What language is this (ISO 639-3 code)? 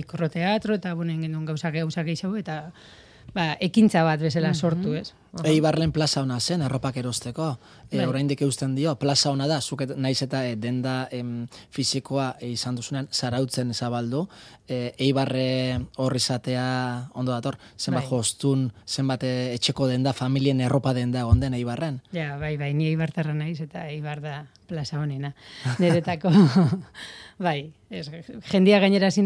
eus